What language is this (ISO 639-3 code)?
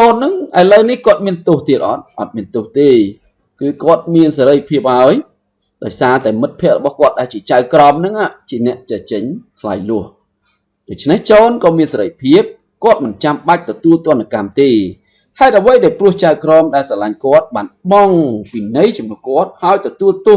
khm